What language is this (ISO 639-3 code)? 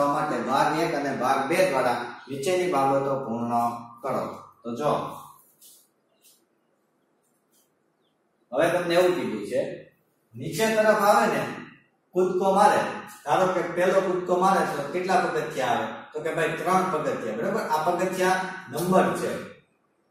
guj